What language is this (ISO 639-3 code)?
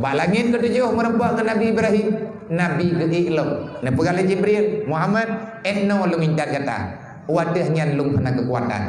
ace